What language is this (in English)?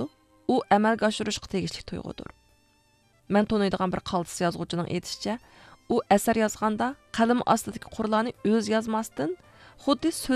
Uyghur